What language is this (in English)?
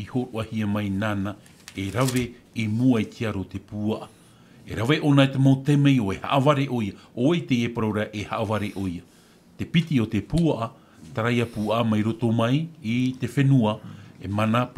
Tahitian